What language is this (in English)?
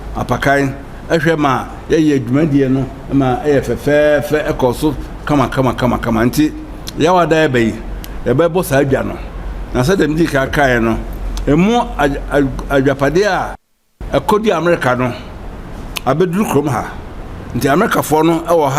Akan